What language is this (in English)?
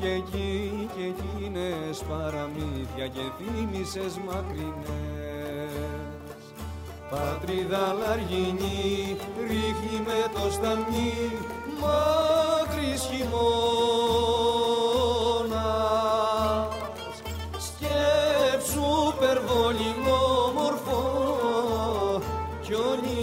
Greek